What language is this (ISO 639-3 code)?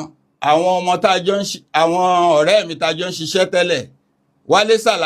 yor